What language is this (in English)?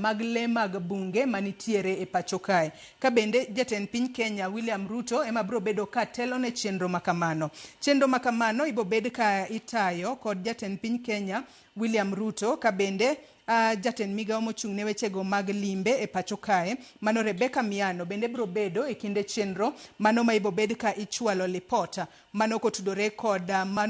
Luo (Kenya and Tanzania)